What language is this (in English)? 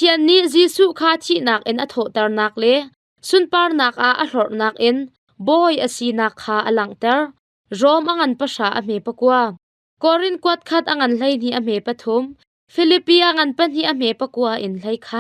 Hakha Chin